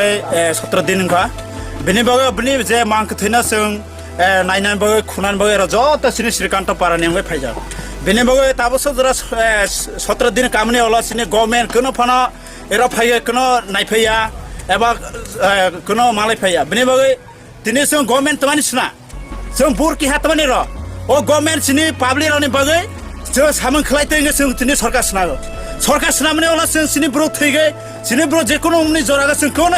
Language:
Kok Borok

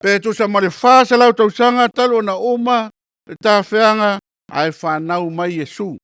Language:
Samoan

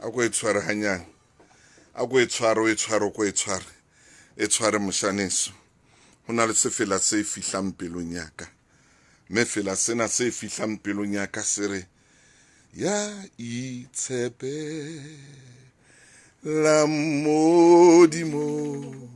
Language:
Southern Sotho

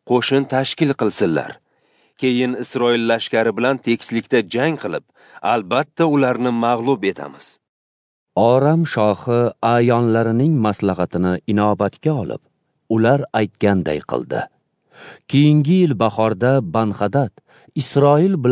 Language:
Uzbek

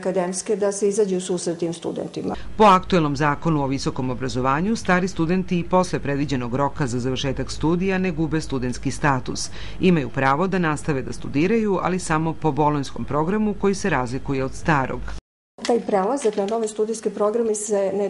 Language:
Serbian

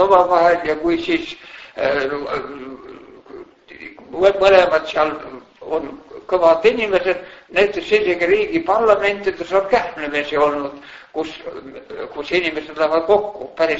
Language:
Estonian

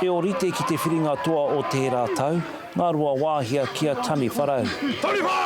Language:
Māori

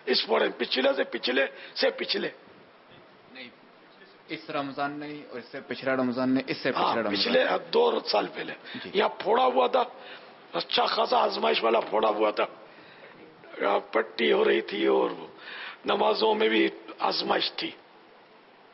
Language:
Urdu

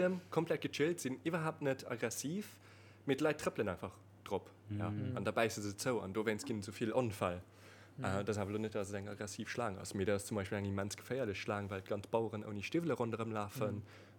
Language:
Luxembourgish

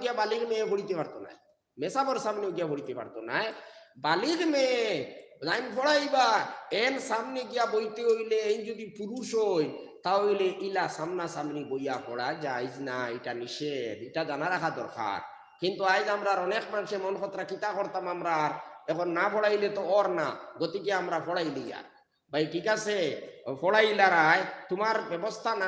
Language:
Sylheti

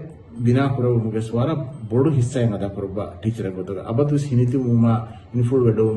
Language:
Divehi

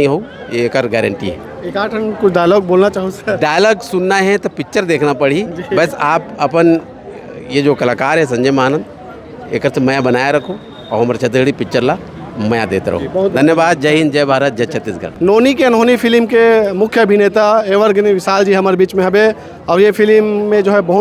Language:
Chhattisgarhi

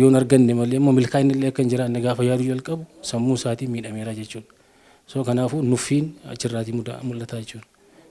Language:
Oromo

